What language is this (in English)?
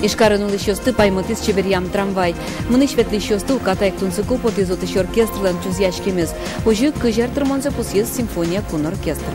Udmurt